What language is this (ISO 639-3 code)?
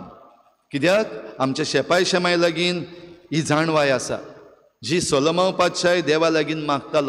kok